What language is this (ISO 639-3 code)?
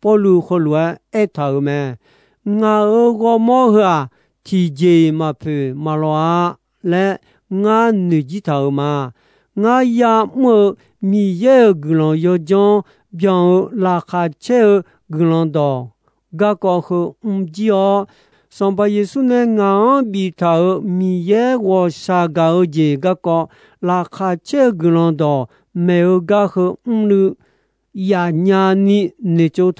ahk